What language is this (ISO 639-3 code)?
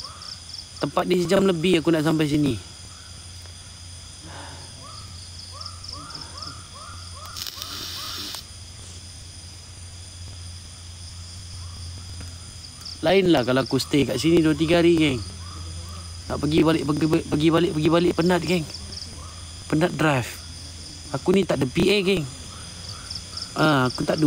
msa